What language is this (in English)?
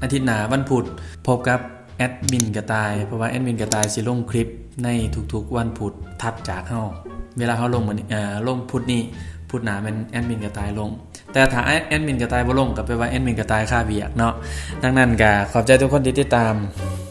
Lao